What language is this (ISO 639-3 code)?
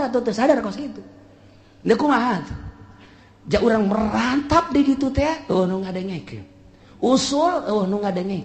sun